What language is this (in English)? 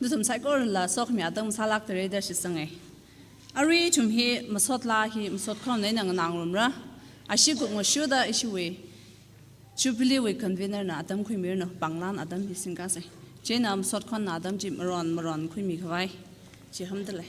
Tangkhul Naga (India)